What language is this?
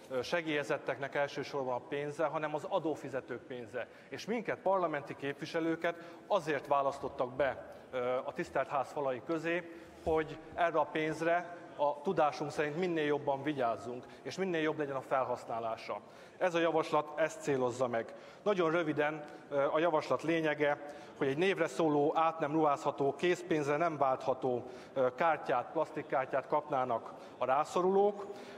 Hungarian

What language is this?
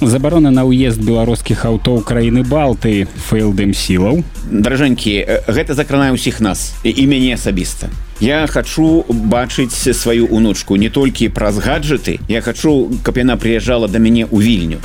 Belarusian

